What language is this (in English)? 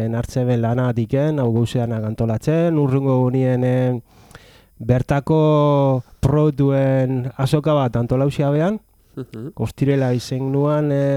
Basque